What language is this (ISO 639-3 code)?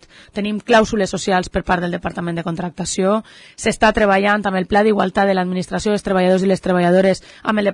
cat